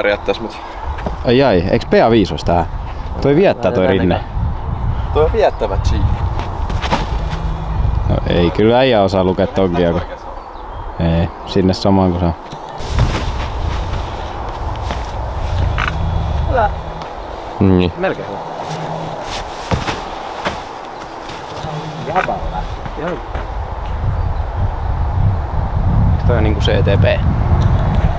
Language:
Finnish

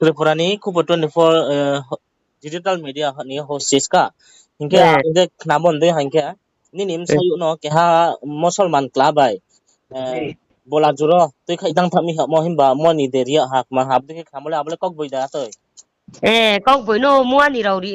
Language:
Riang (India)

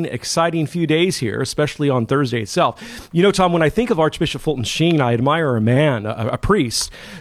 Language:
English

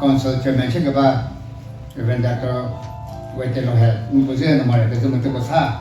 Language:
Chokri Naga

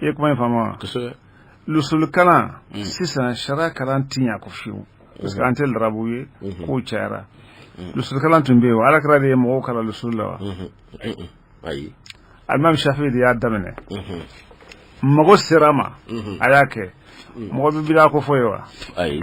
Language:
Bambara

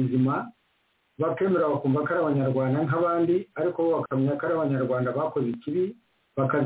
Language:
Kinyarwanda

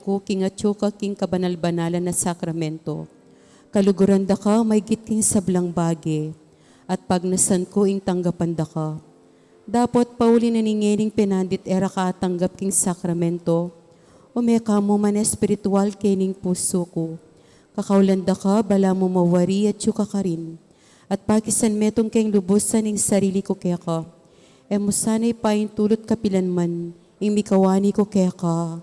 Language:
Pampanga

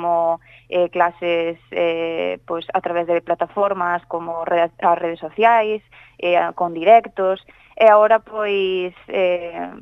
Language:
Galician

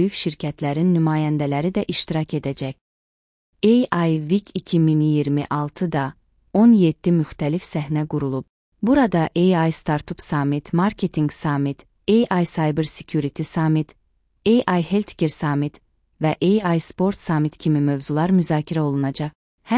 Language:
Azerbaijani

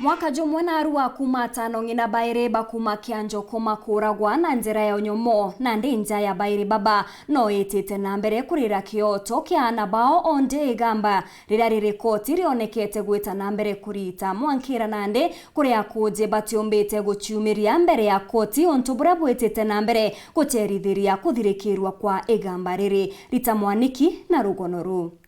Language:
Meru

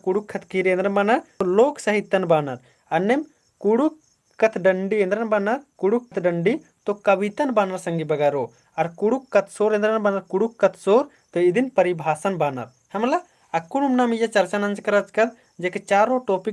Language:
Kurukh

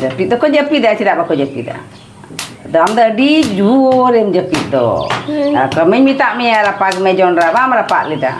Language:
Santali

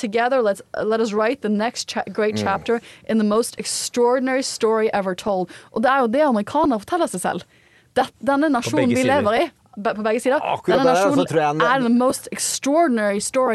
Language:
Norwegian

